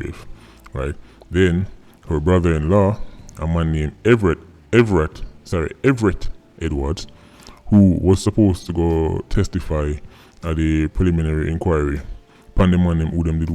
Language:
Jamaican Creole English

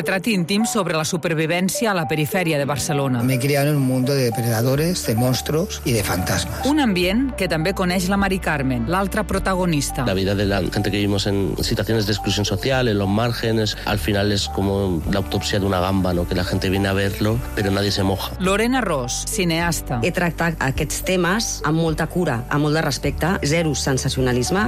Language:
Catalan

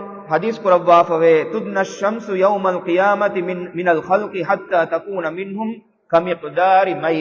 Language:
Divehi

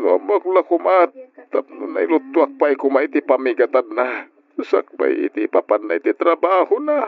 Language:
Iloko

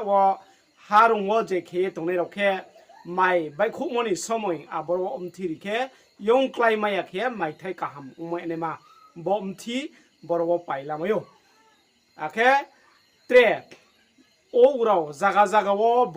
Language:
Riang (India)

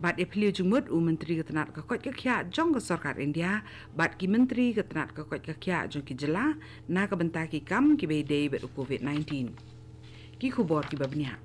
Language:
Khasi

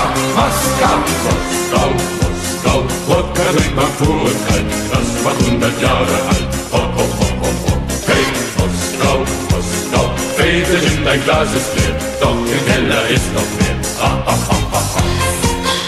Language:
German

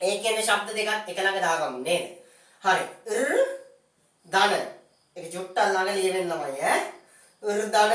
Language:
Sinhala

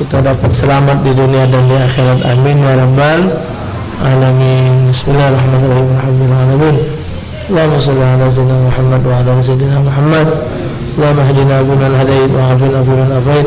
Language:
Musi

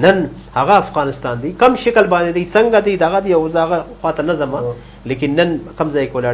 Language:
Pashto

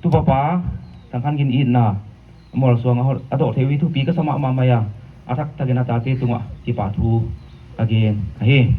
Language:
Paite Chin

